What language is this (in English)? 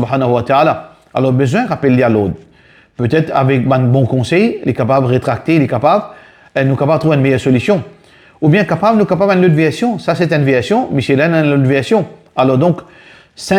Morisyen